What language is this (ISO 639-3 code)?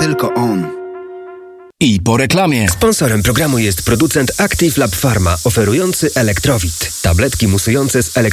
pol